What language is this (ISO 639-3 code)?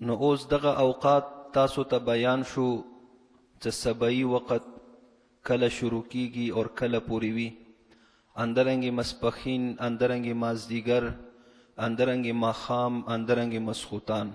pus